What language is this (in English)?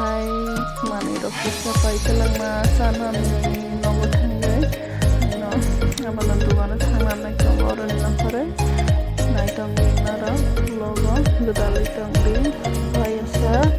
Kok Borok